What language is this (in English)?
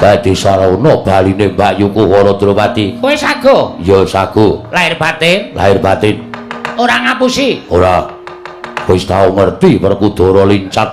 Javanese